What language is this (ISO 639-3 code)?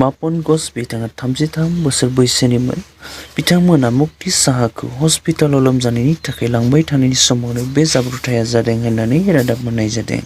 brx